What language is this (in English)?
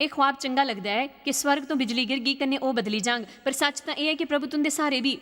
Dogri